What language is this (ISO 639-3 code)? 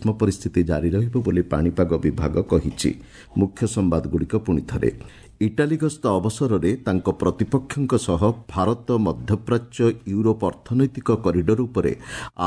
ori